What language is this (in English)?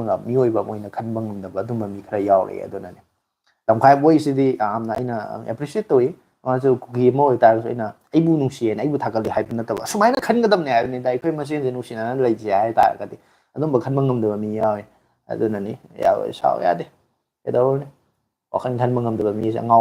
Manipuri